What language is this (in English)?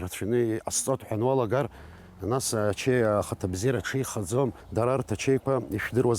Abkhazian